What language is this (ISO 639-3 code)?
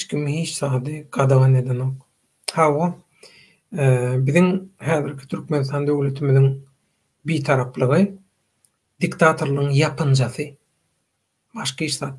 tuk